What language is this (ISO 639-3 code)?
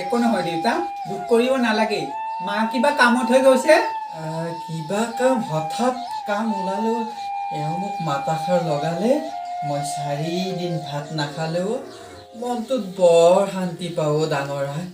asm